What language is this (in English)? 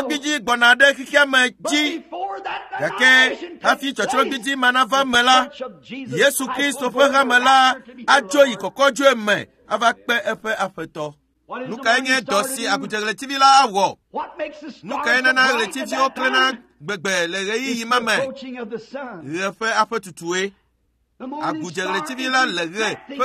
Ewe